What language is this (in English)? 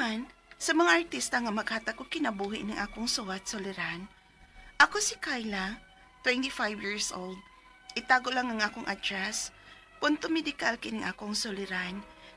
Cebuano